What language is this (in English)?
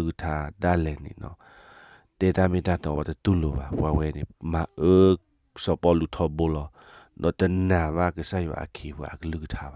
S'gaw Karen